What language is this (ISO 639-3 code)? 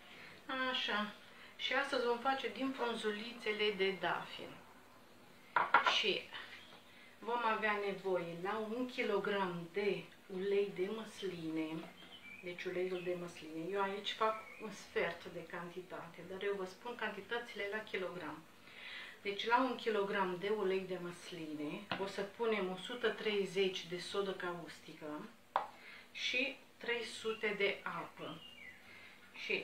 ron